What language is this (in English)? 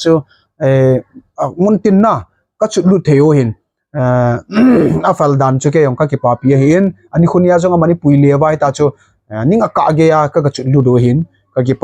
Thado Chin